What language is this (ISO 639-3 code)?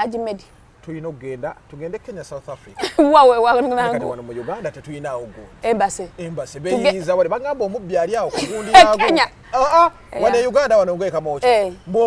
lug